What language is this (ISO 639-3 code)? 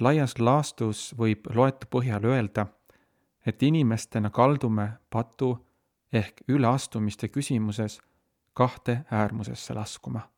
est